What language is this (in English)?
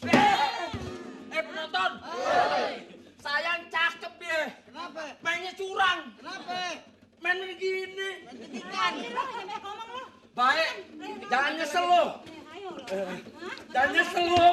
Betawi